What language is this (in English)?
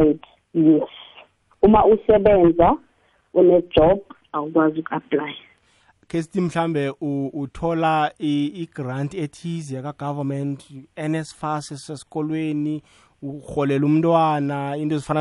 South Ndebele